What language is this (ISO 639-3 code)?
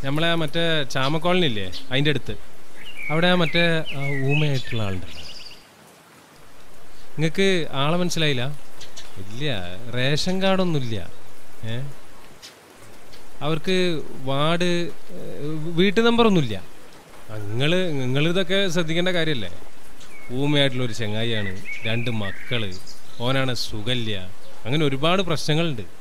mal